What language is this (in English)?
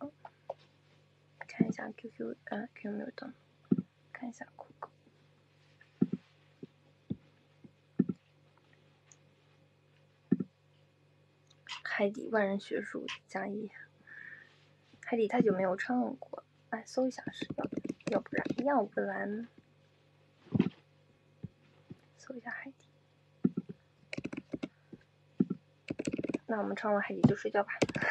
Chinese